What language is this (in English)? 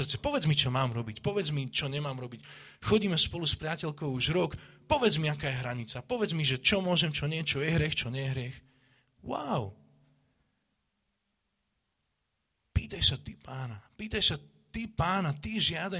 Slovak